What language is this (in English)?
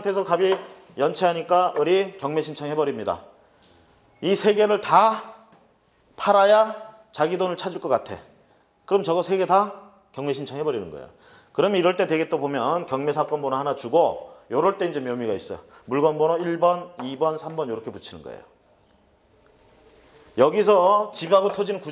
Korean